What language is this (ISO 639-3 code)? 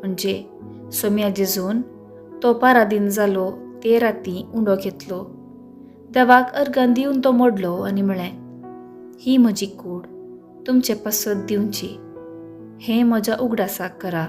kok